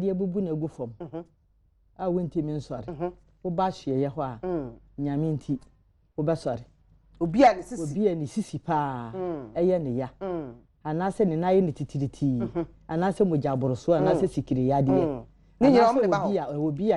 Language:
Akan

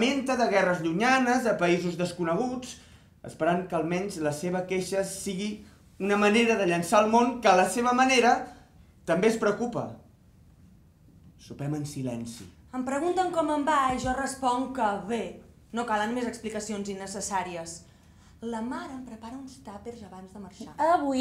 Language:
Catalan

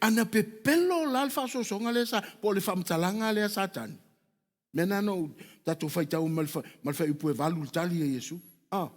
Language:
Samoan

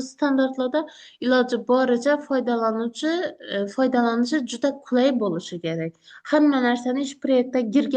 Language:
Uzbek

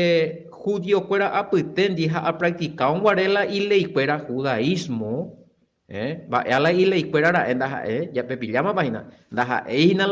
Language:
Guarani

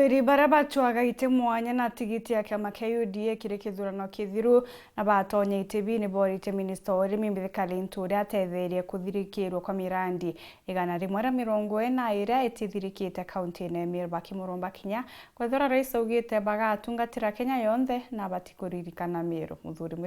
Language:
Meru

